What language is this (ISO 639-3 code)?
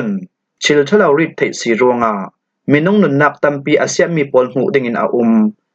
cfm